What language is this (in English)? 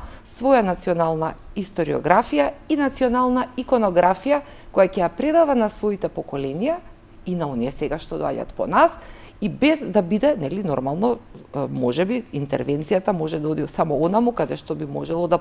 Macedonian